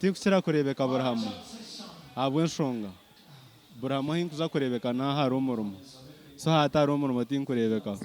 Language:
Nyankole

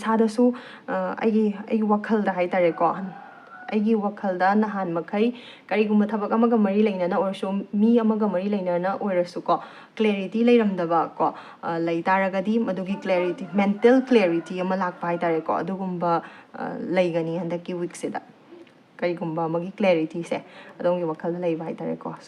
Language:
Manipuri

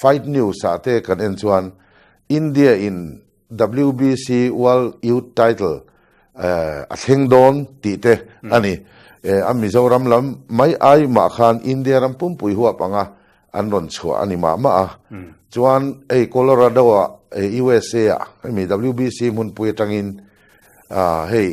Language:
Mizo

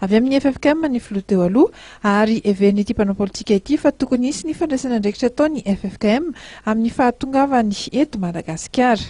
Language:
Malagasy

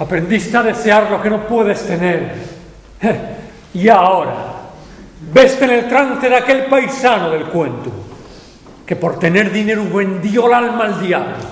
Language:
Asturian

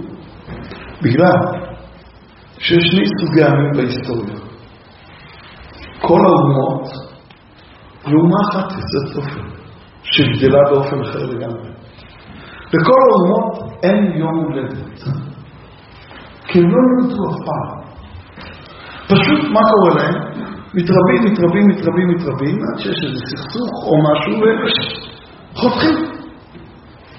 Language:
Hebrew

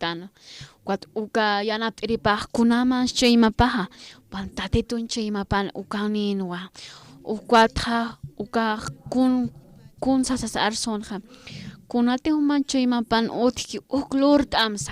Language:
Aymara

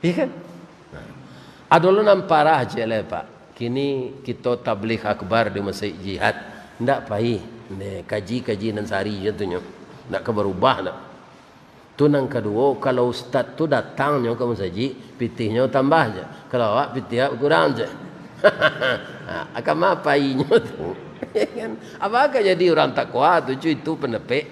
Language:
Minangkabau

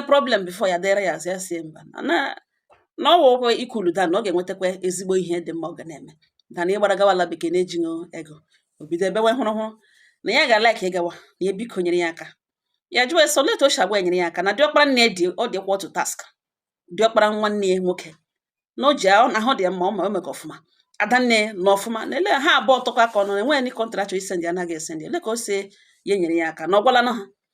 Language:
Igbo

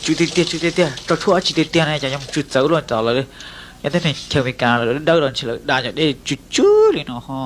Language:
Hmong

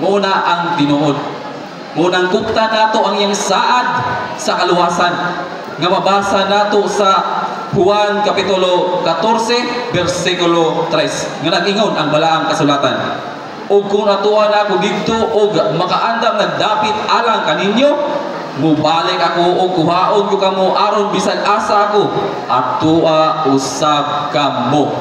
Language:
Cebuano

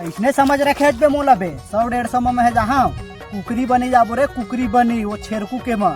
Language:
Chhattisgarhi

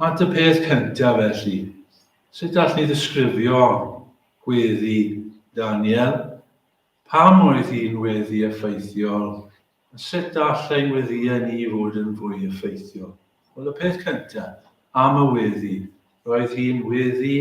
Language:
Welsh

